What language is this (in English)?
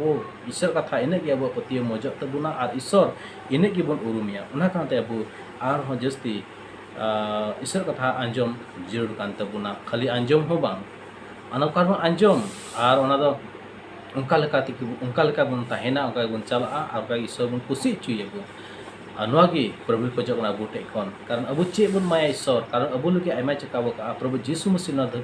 Santali